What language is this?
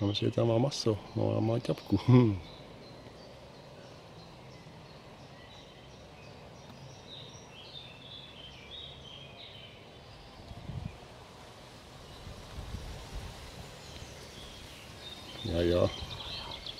Czech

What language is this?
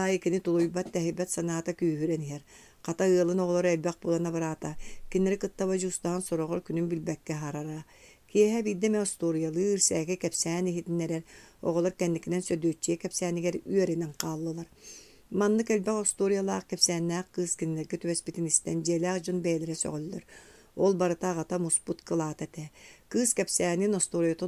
Yakut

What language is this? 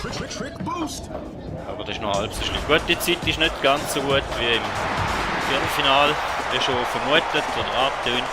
Swiss German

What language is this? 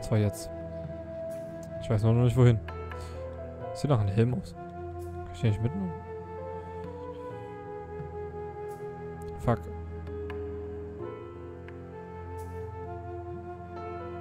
German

